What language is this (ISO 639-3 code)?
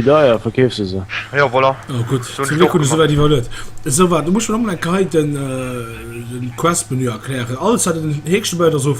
ltz